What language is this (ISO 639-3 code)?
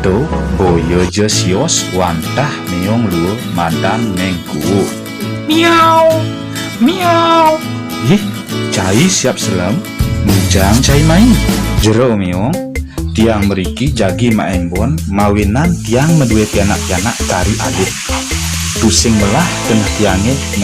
ban